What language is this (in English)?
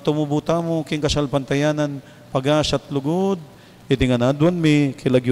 Pampanga